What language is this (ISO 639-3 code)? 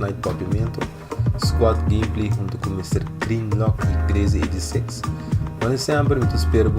pap